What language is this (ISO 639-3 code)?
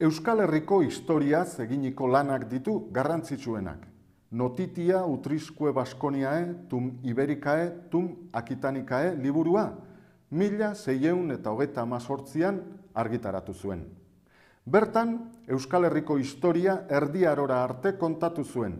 eus